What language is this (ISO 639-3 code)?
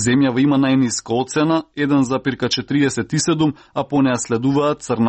mkd